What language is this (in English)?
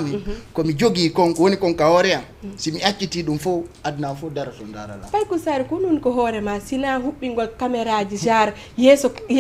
Fula